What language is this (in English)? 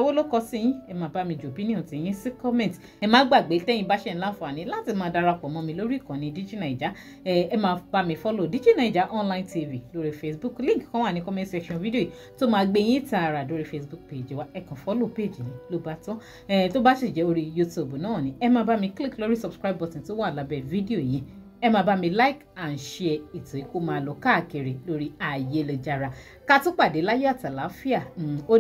Yoruba